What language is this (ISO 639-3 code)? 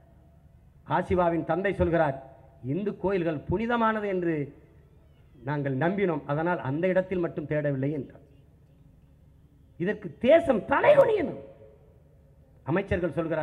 tam